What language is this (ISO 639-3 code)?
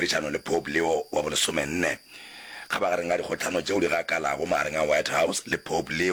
nso